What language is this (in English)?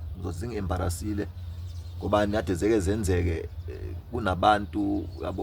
Zulu